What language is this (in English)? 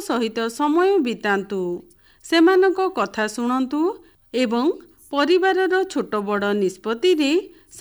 Odia